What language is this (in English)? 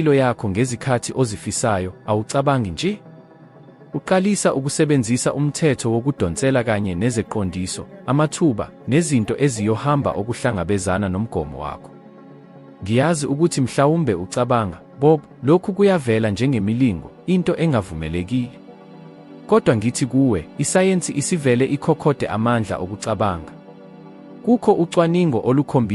Zulu